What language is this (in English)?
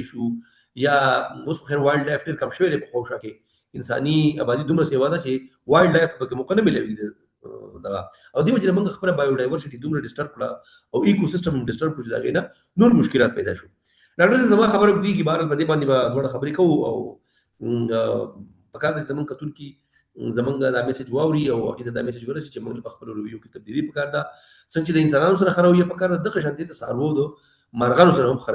Pashto